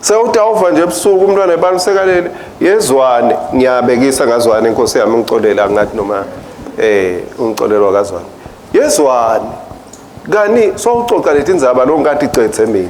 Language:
Swati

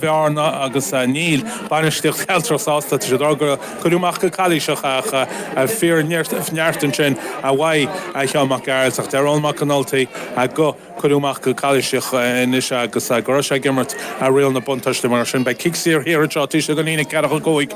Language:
Irish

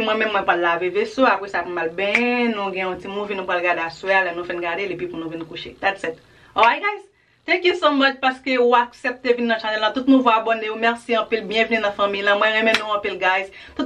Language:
Haitian Creole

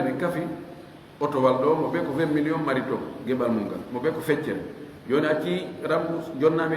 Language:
Fula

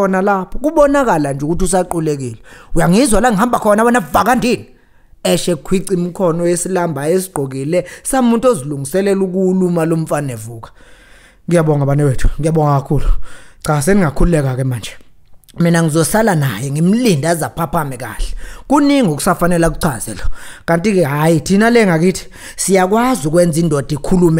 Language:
Zulu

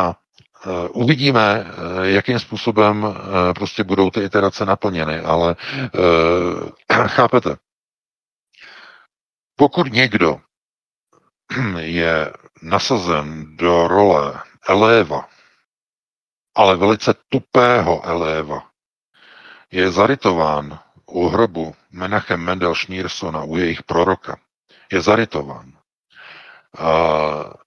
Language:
Czech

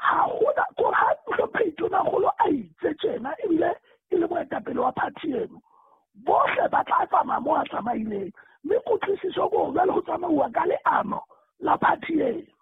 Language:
Southern Sotho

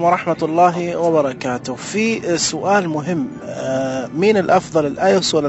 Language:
Najdi Arabic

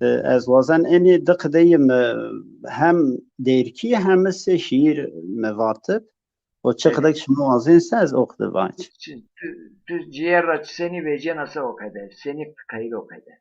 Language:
Zaza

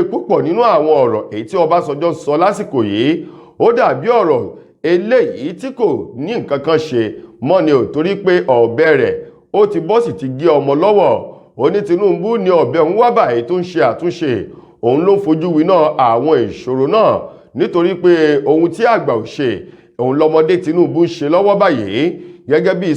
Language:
Yoruba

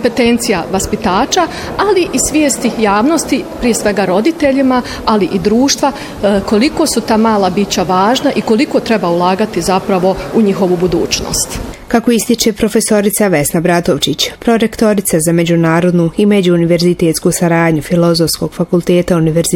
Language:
Bosnian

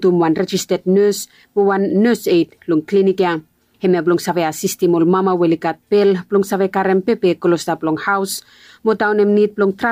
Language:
Bislama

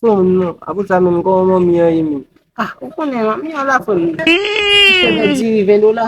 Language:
Haitian Creole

